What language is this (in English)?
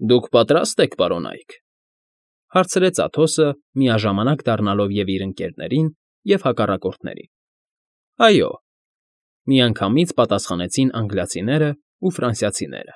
Armenian